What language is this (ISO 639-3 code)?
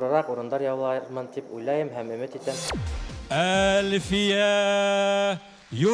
bak